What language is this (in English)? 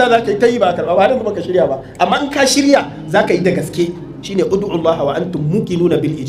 Hausa